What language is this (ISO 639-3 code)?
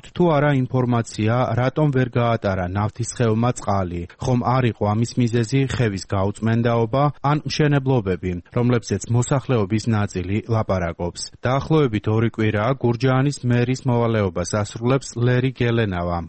kat